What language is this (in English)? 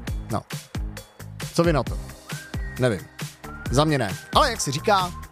Czech